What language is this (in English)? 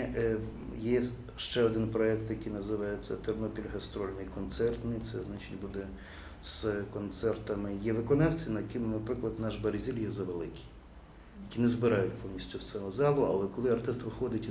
Ukrainian